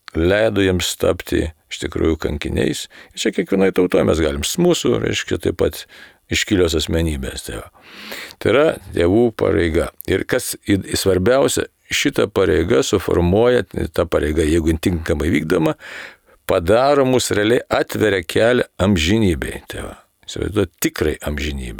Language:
Lithuanian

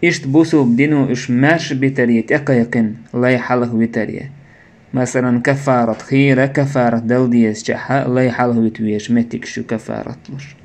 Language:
Chechen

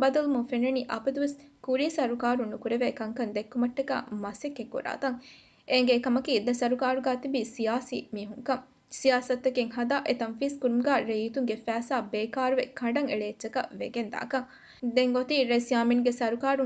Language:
Divehi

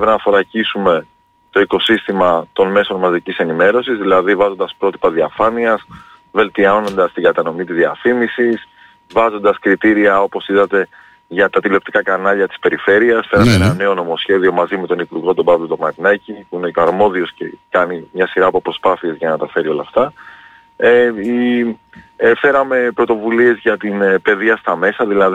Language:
Greek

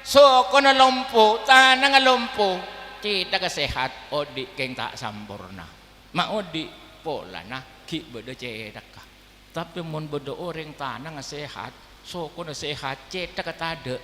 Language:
Madurese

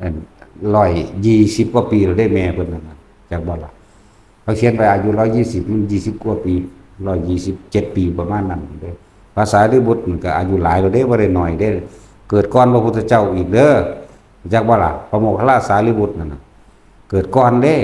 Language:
Northeastern Thai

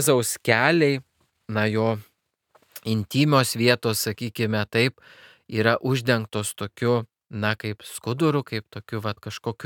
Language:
Lithuanian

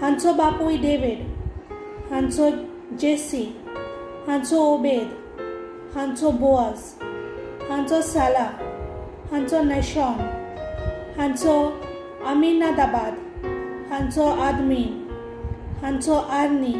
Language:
Konkani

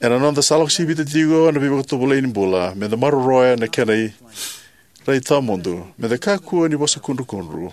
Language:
Fijian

